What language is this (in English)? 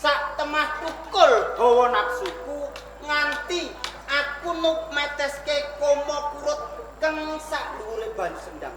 Javanese